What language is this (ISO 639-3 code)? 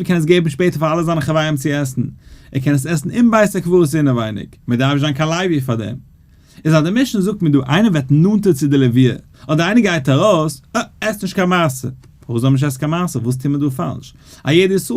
yid